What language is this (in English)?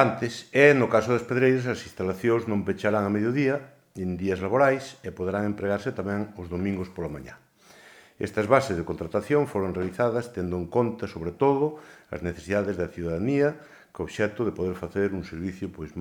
Galician